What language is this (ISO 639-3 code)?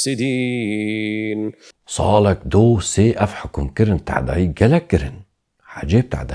kur